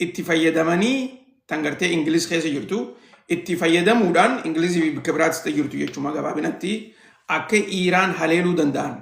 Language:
Oromo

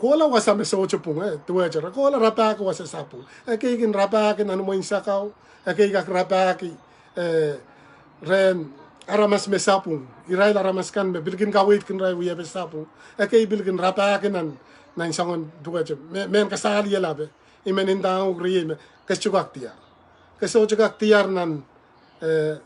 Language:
Pohnpeian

